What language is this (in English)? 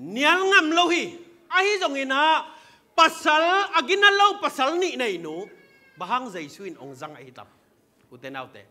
Tedim Chin